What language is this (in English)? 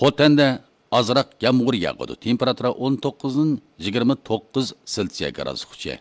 Uyghur